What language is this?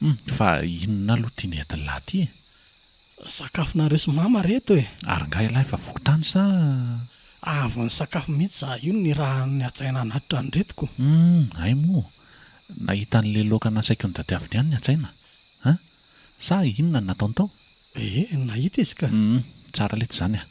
Malagasy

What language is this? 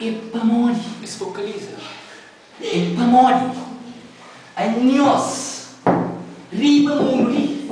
Kabuverdianu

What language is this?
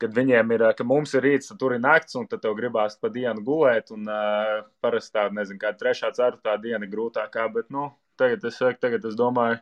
Latvian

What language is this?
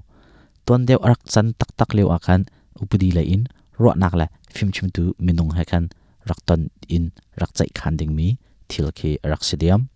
Hakha Chin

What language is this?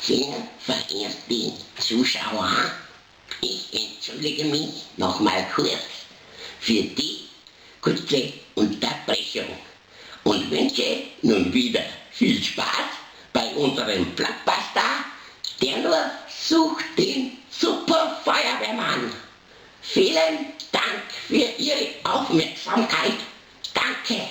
Bavarian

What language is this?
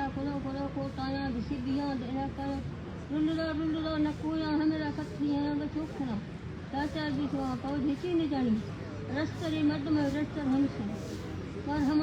Baluchi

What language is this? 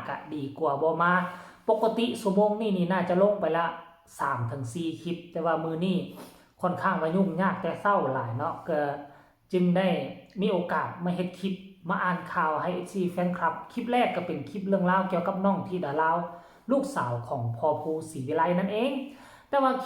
Northeastern Thai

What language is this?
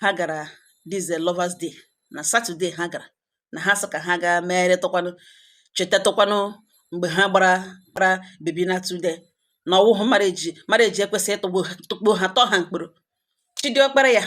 Igbo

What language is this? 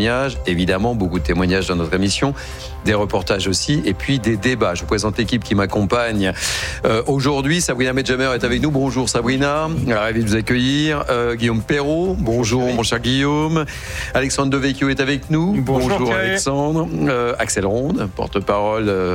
French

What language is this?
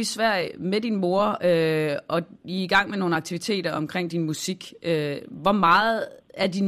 Danish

